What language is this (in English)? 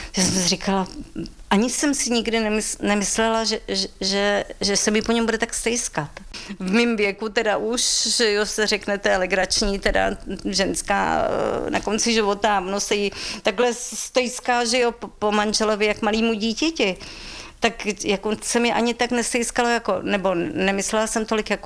Czech